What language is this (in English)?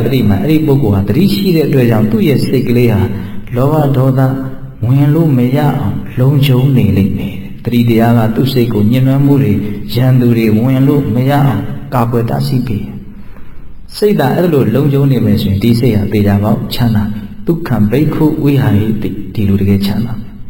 Burmese